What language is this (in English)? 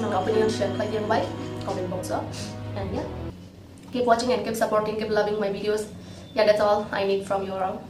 Kok Borok